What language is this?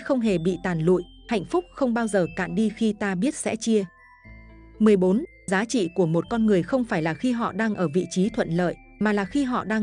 Vietnamese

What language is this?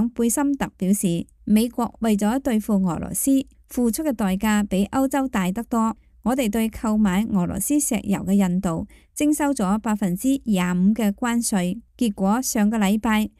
Cantonese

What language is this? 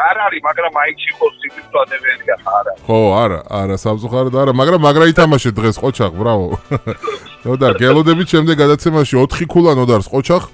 Georgian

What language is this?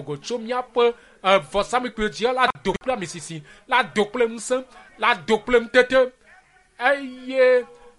Ewe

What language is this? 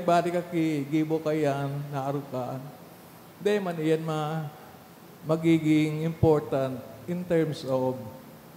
Bikol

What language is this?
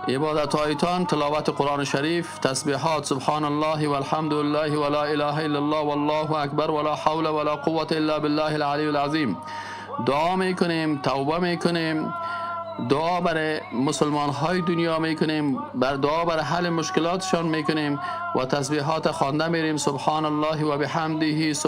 Tajik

